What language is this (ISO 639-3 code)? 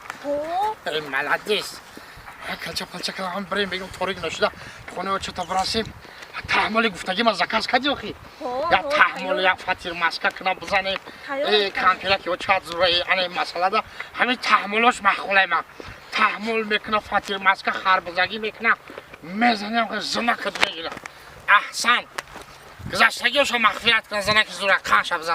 tgk